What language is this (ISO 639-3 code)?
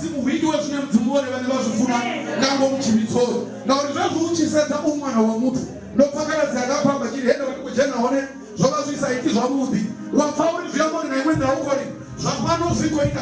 ven